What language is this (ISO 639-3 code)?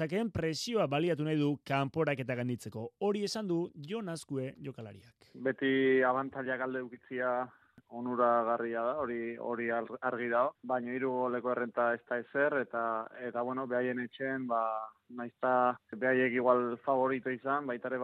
eus